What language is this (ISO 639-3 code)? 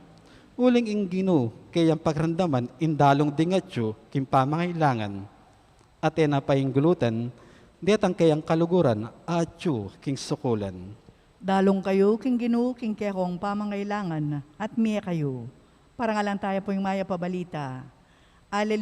pam